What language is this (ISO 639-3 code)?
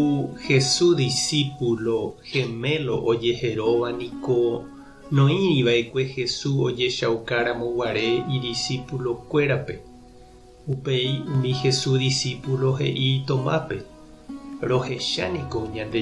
grn